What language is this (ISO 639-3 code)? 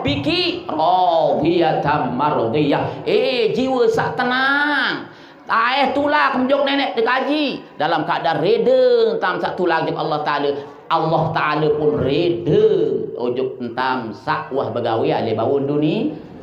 sas